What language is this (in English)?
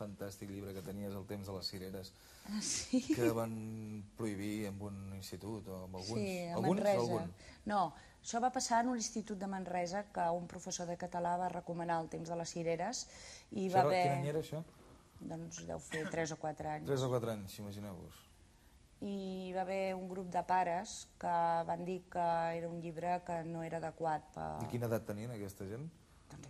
Catalan